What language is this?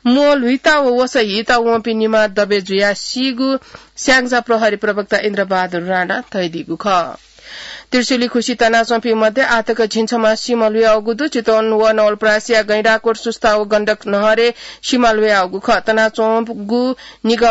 Newari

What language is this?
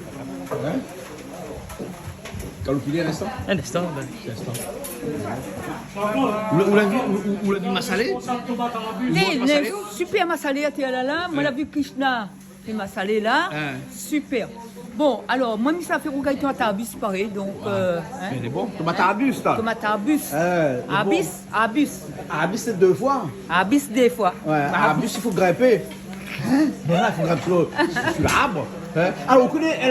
Réunion Creole French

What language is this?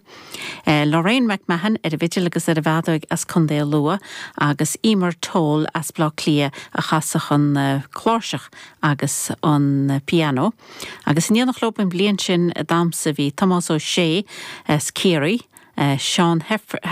Irish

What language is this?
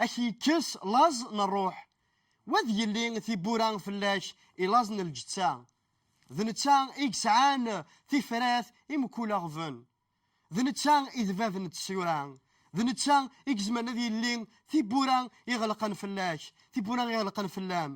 Kabyle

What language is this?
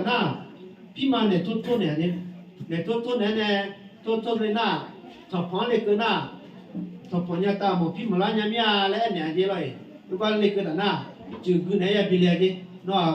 Akha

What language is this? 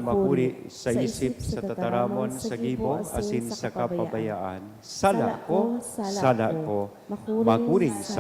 Bikol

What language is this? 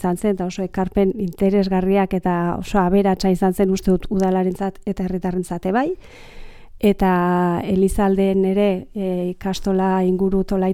Basque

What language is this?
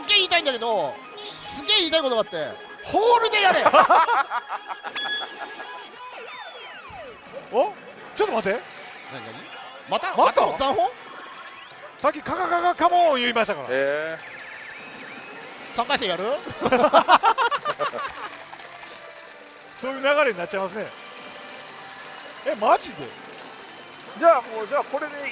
Japanese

